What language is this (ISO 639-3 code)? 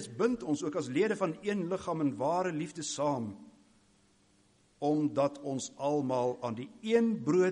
afr